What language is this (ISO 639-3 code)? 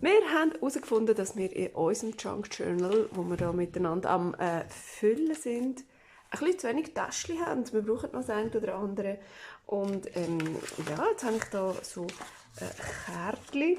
gsw